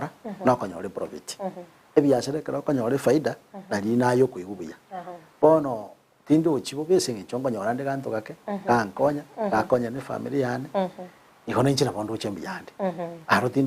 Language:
Gusii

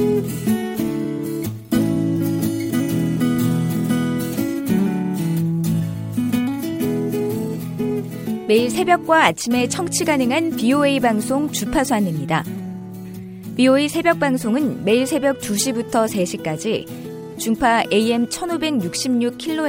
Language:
Korean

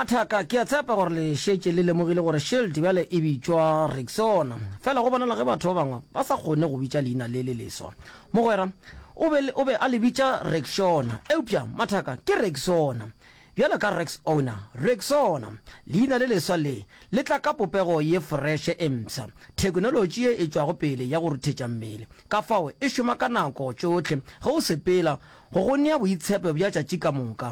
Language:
Northern Sotho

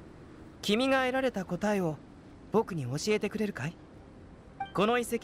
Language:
Japanese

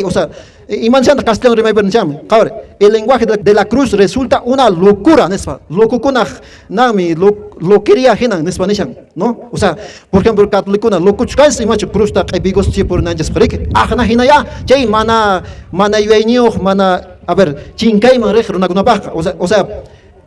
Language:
Quechua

